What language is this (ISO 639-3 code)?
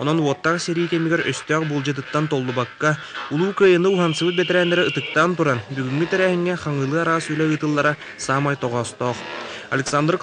sah